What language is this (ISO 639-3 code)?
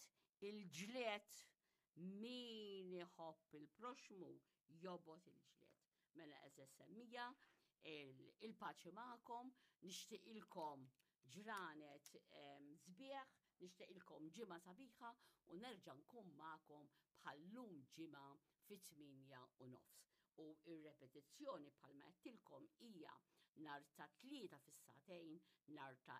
mlt